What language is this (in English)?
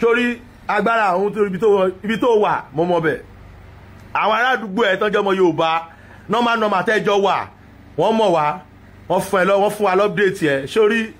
Yoruba